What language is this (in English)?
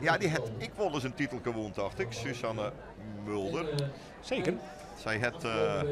Western Frisian